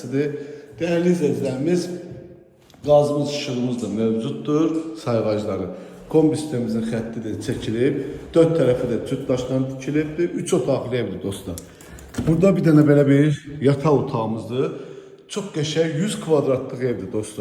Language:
Azerbaijani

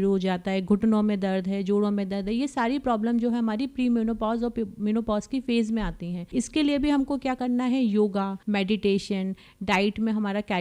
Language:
Hindi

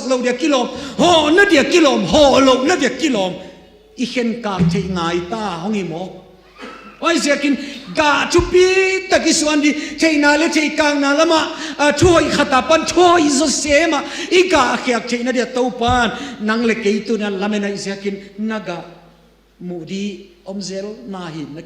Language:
Tedim Chin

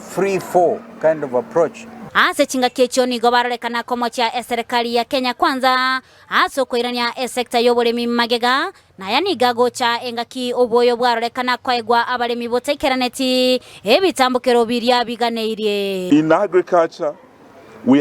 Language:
Gusii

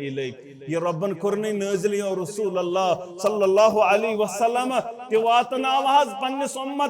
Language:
Kashmiri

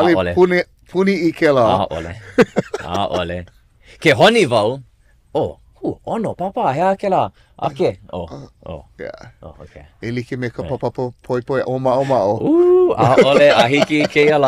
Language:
Hawaiian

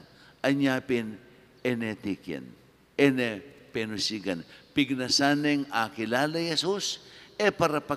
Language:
Pampanga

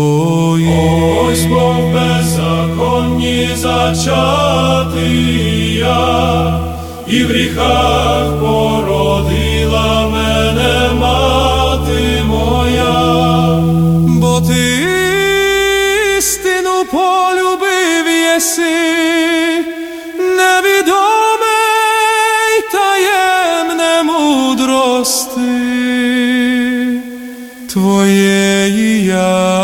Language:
Ukrainian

